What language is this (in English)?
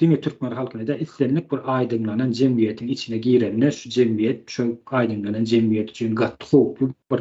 Turkmen